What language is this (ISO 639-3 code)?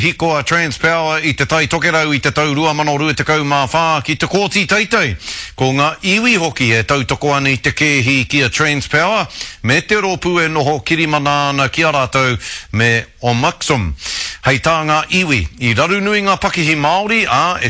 mri